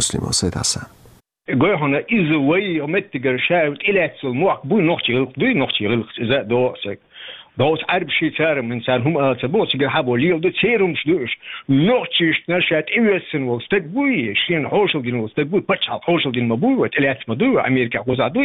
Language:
Chechen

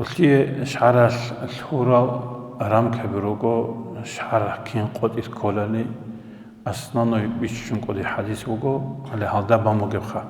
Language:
Avaric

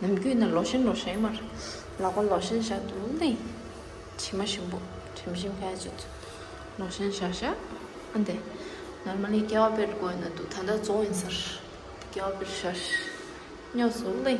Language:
Tibetan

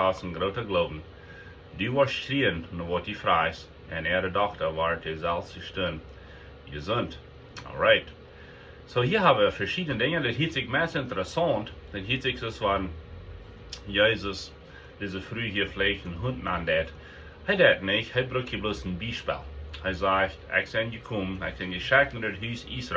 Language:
Plautdietsch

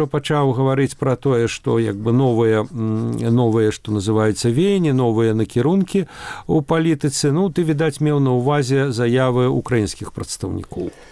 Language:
Belarusian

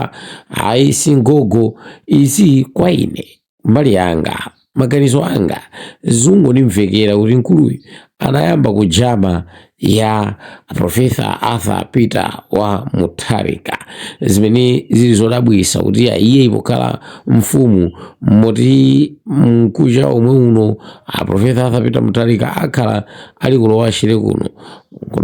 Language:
Nyanja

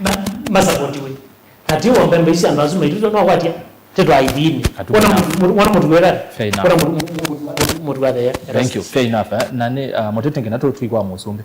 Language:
Kamba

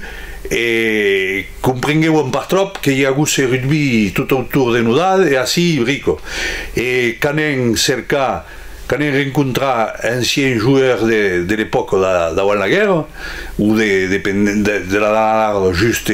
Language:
Occitan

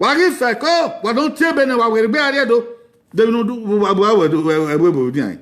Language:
Bini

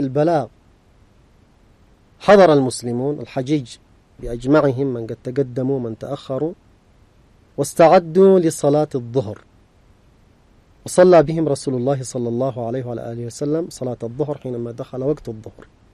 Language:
Arabic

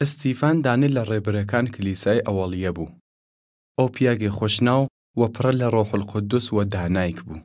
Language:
Southern Kurdish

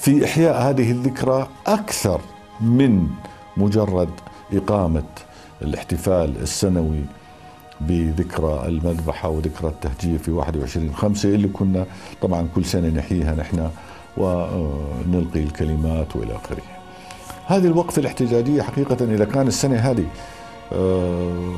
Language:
North Levantine Arabic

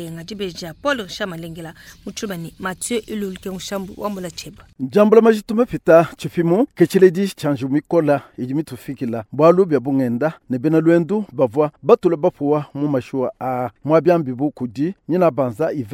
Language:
Luba-Lulua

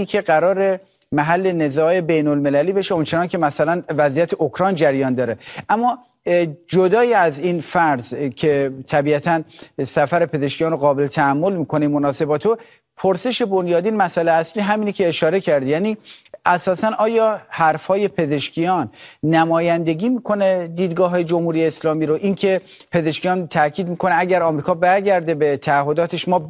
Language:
Persian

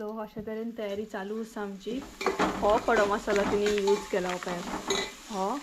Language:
Konkani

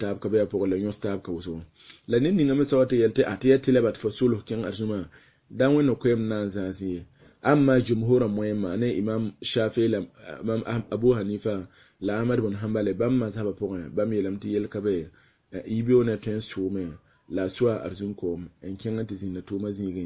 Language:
Mossi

